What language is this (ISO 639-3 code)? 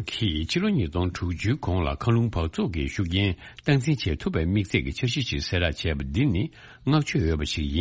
bod